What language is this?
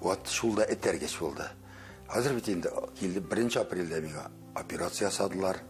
Tatar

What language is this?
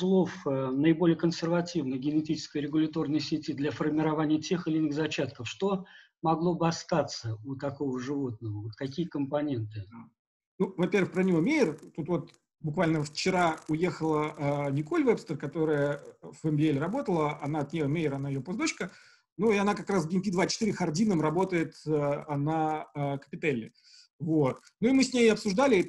Russian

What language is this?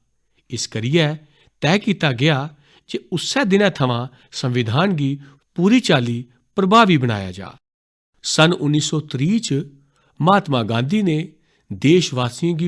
Dogri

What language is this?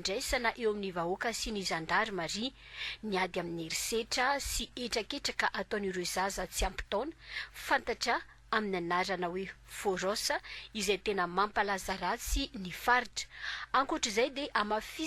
Malagasy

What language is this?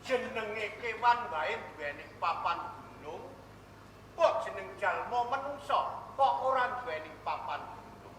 Javanese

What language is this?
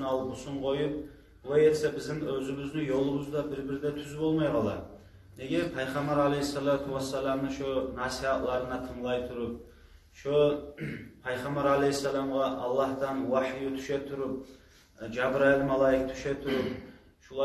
Kumyk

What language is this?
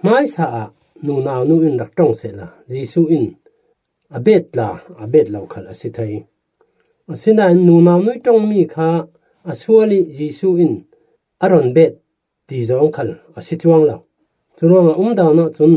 Falam Chin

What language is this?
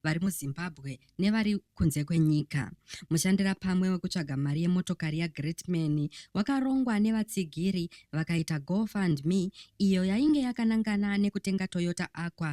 Shona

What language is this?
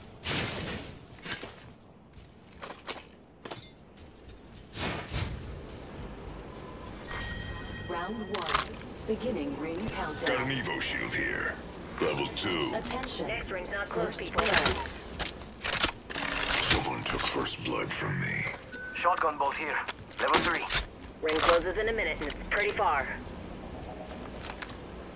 English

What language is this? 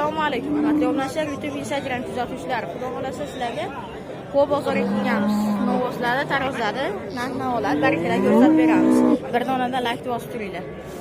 Uzbek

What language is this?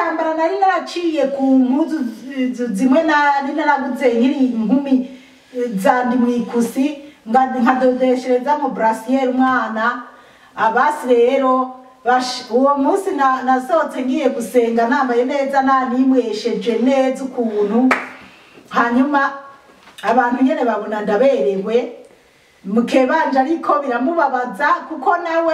Rundi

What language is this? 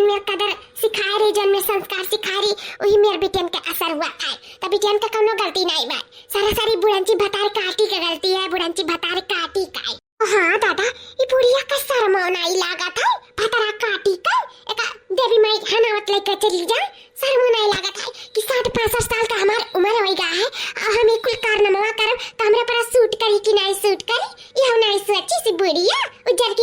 Awadhi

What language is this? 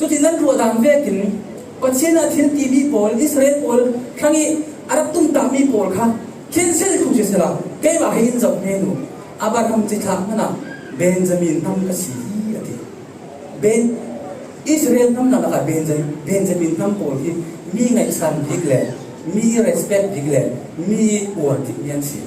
Falam Chin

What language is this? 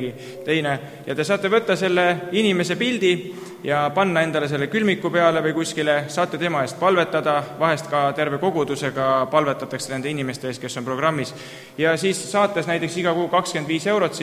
Estonian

